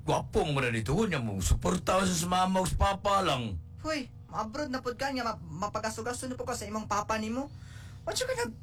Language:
Cebuano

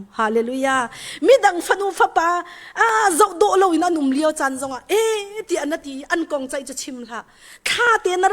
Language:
Hakha Chin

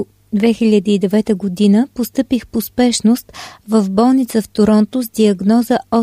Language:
Bulgarian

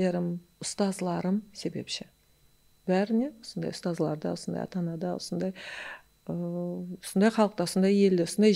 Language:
Kara-Kalpak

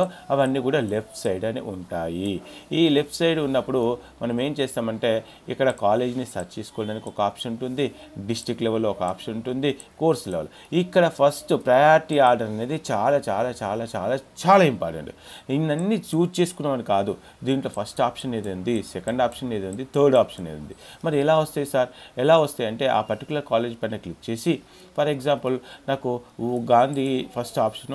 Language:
Telugu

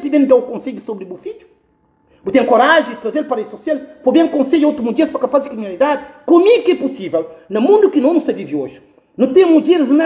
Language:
Kabuverdianu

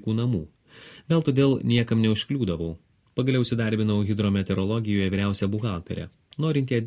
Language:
Lithuanian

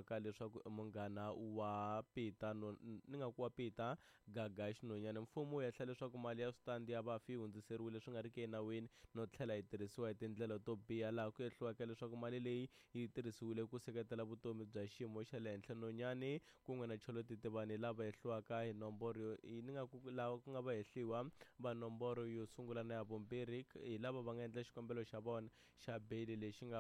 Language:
Tsonga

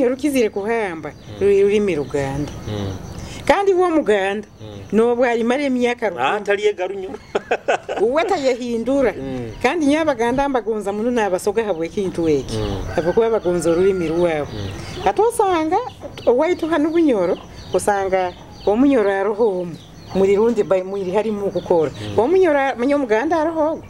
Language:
Nyoro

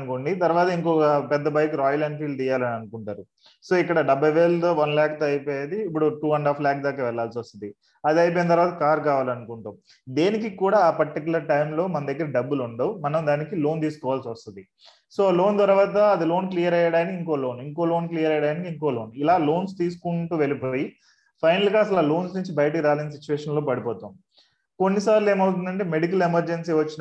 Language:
Telugu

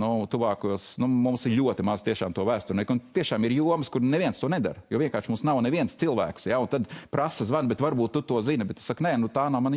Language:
Latvian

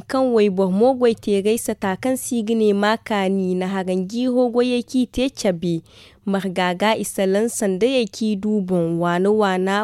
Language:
Zarma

